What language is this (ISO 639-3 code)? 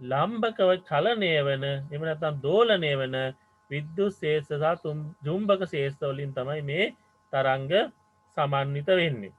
sin